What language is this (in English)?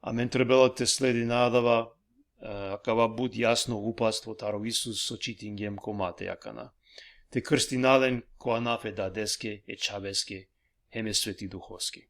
Balkan Romani